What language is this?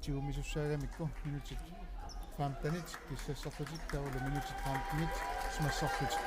Kalaallisut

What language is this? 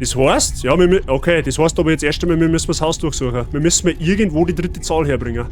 Bavarian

